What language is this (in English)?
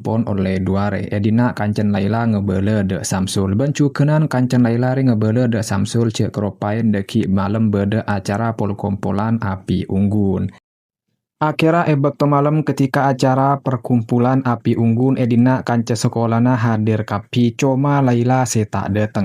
Madurese